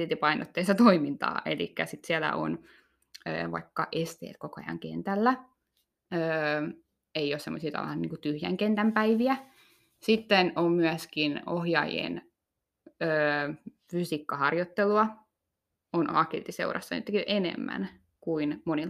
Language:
Finnish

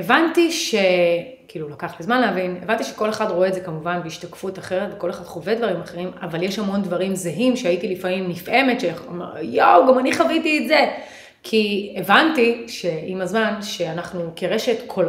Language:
Hebrew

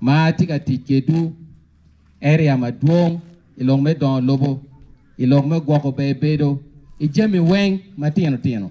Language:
Acoli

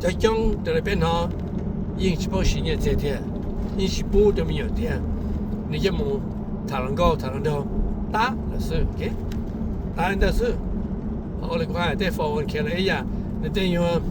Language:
Hmong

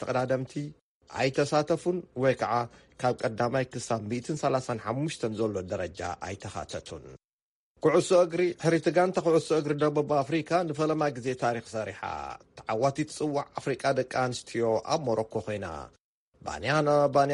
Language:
Tigrinya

